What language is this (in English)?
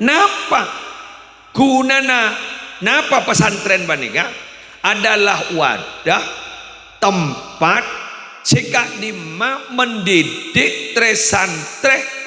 Madurese